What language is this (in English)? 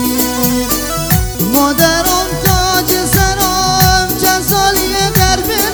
Persian